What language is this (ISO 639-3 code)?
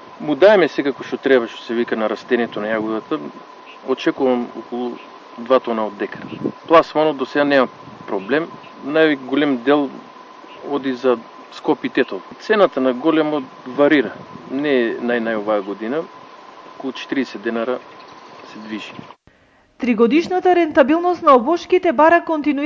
mkd